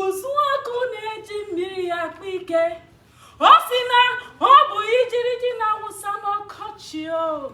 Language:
Igbo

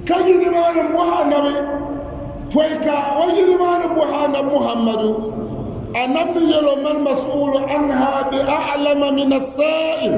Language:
Dagbani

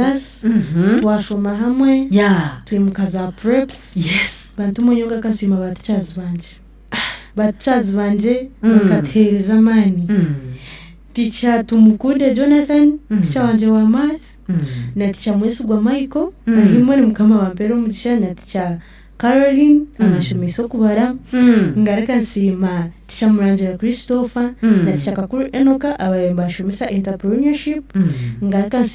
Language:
Nyankole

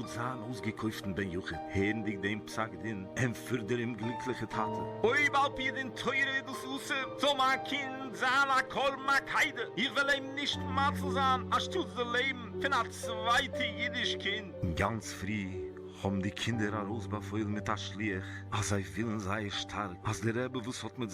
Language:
Yiddish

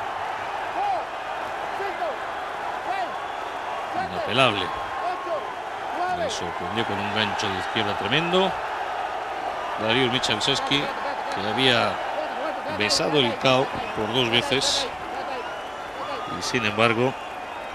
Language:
Spanish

